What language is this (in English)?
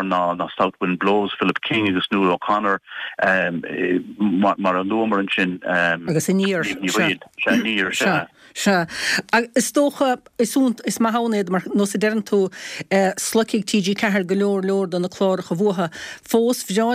Irish